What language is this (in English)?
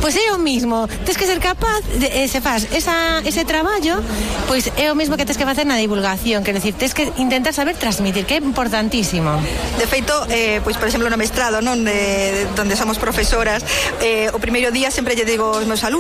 Galician